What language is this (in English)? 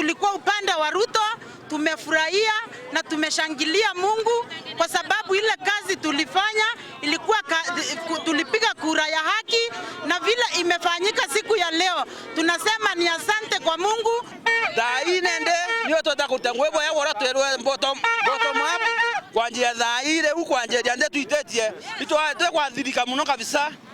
Meru